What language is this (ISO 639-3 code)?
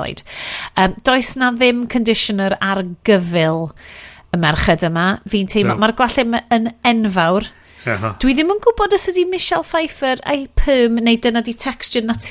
cym